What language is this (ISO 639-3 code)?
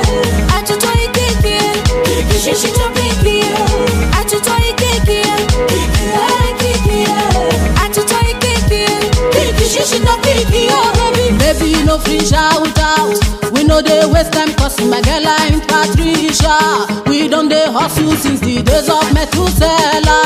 swa